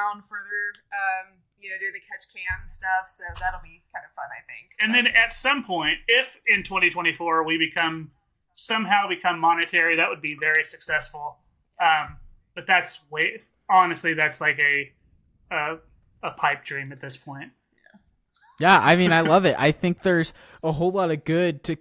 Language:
English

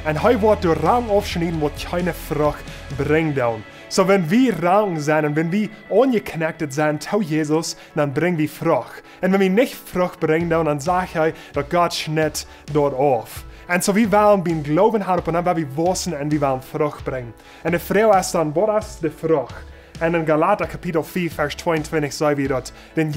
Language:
Plautdietsch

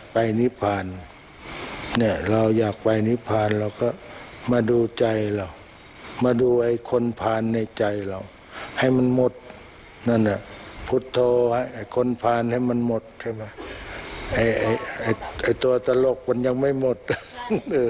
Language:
Thai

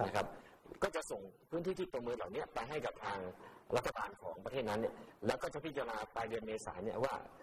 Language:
Thai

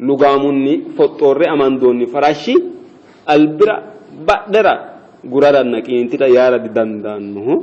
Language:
Sidamo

